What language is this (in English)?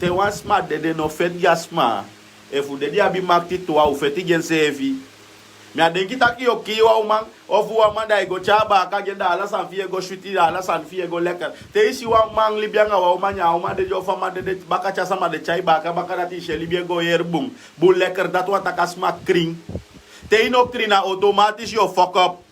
Sranan Tongo